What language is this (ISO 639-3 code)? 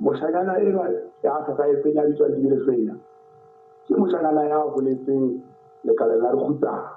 sot